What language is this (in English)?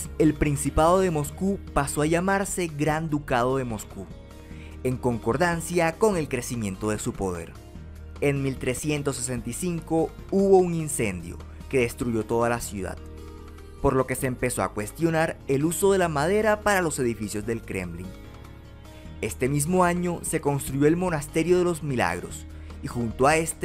Spanish